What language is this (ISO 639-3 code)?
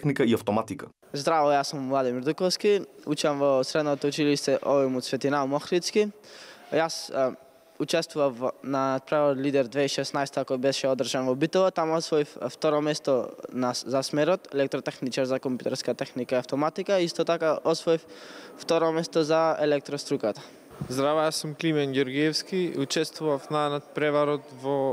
mkd